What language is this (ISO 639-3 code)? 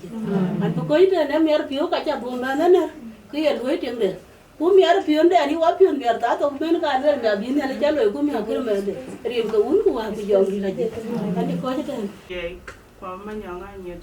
din